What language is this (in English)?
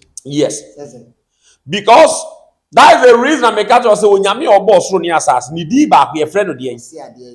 Akan